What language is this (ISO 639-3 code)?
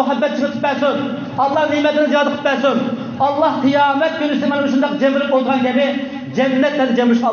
uig